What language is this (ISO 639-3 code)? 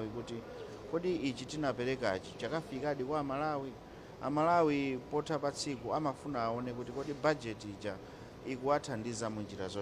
nya